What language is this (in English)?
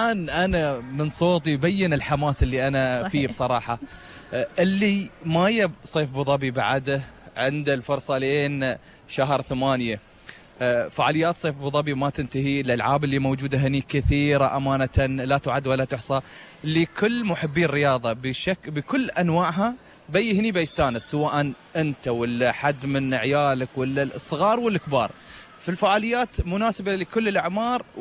Gulf Arabic